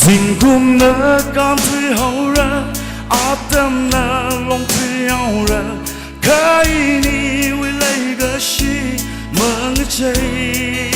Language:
Tangkhul Naga (India)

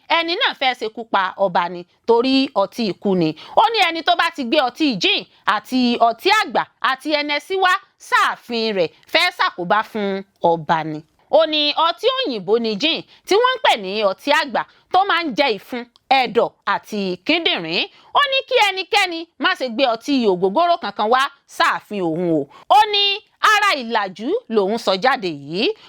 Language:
Yoruba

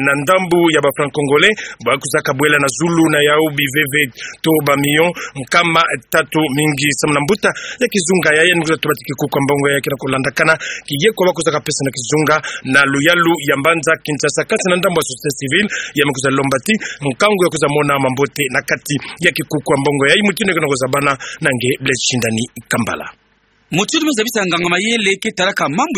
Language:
Kituba (Democratic Republic of Congo)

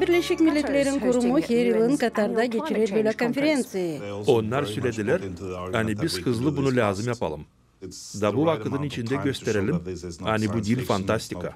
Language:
Gagauz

